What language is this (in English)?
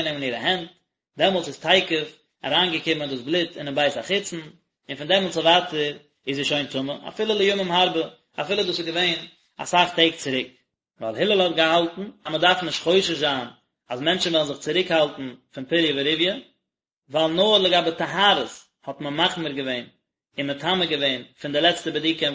Yiddish